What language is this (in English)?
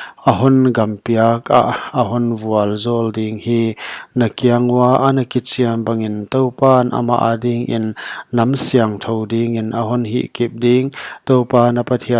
Paite Chin